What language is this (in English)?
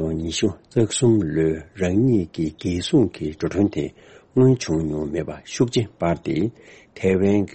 Tibetan